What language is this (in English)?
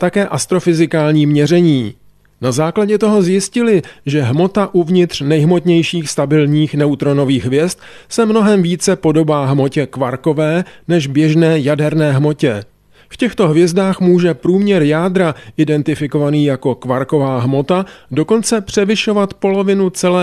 Czech